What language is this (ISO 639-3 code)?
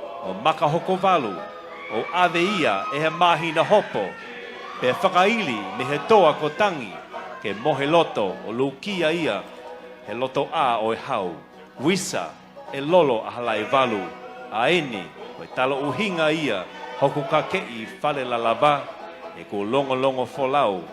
ton